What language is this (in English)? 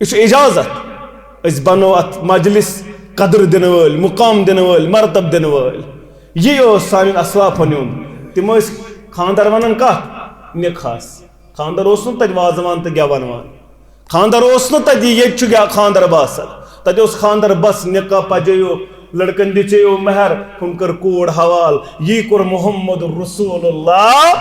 Kashmiri